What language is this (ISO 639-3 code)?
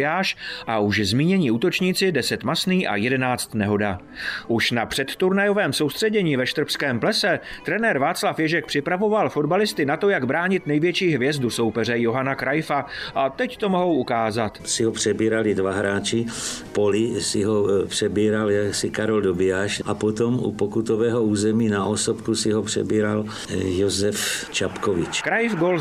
ces